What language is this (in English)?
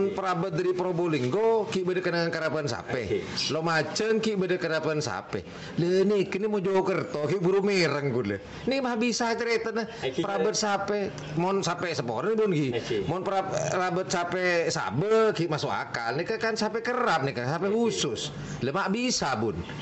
Madurese